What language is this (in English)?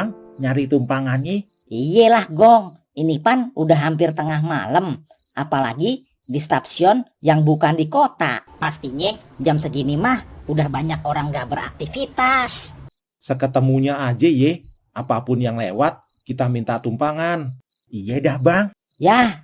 Betawi